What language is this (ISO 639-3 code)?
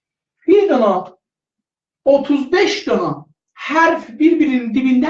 azb